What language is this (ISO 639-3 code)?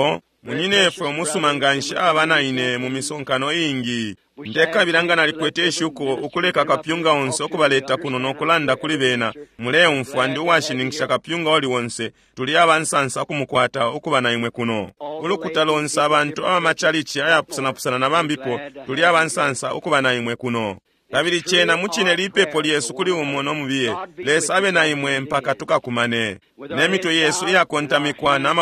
bem